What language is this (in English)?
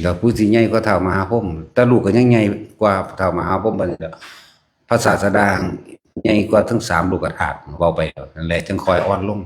Northeastern Thai